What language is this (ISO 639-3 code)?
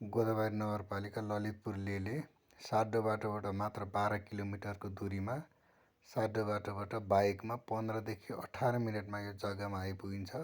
nep